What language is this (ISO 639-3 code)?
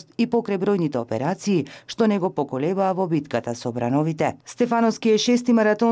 mkd